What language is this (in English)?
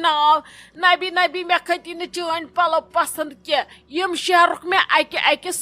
Kashmiri